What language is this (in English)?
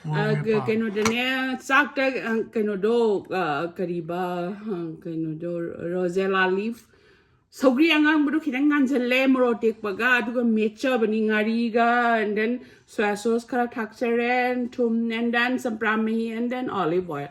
Manipuri